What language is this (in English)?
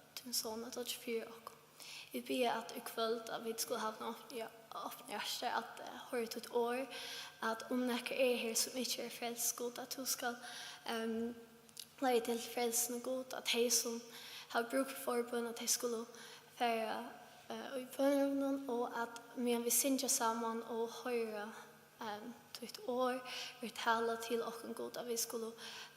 Faroese